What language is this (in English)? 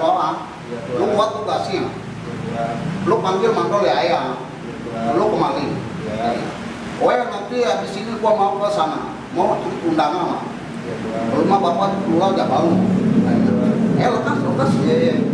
Betawi